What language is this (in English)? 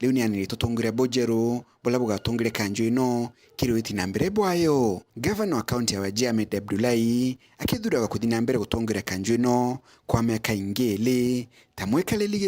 Meru